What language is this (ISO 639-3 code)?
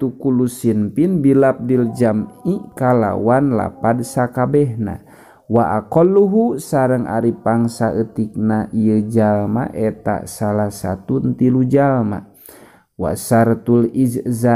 sun